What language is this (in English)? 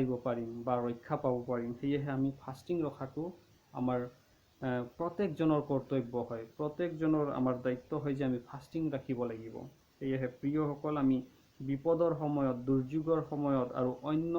Assamese